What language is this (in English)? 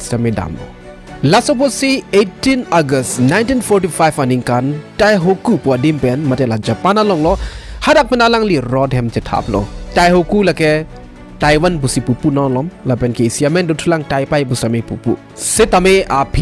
Karbi